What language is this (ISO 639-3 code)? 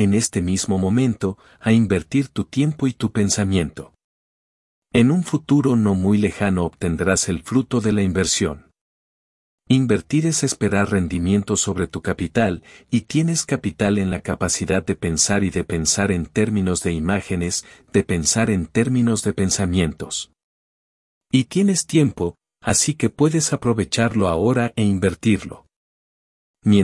spa